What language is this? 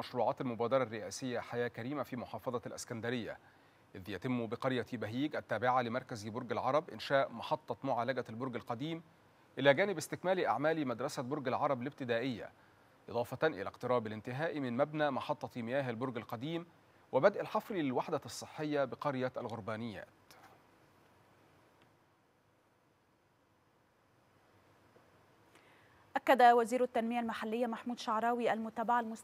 Arabic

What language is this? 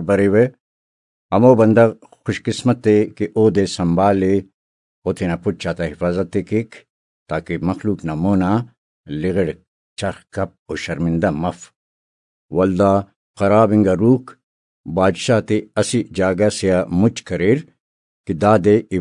Brahui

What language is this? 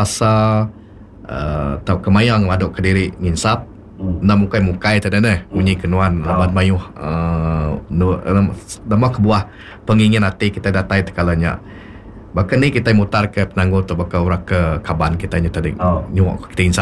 Iban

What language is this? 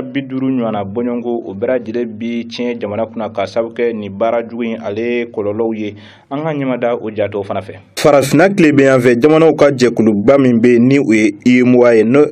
Bambara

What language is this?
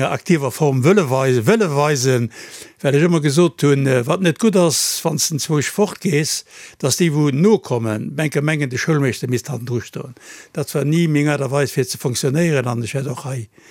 Luxembourgish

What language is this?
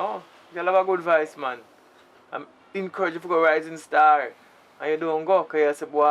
Jamaican Creole English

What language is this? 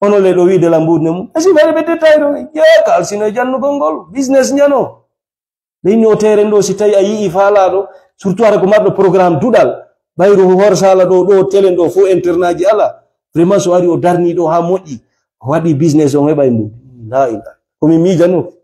Fula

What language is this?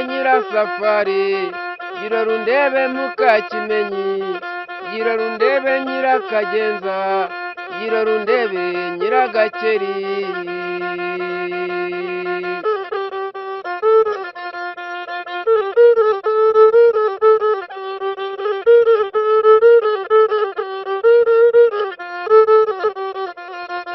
Kinyarwanda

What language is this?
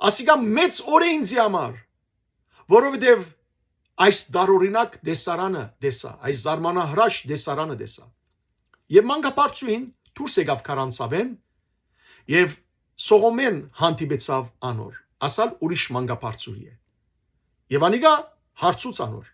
Western Armenian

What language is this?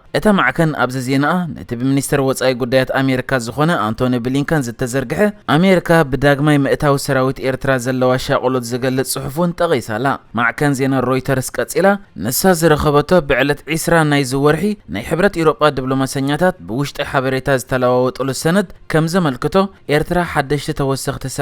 Tigrinya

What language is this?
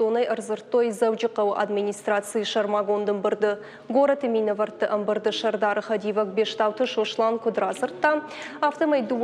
Ossetic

